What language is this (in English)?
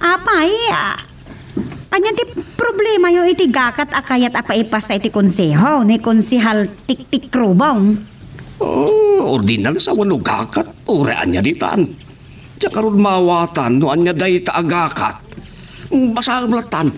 Iloko